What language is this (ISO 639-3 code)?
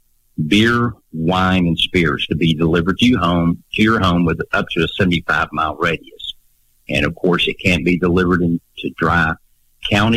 eng